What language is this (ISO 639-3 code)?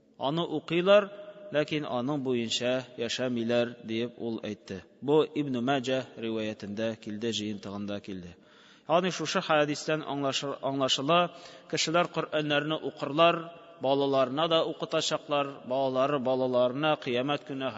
tat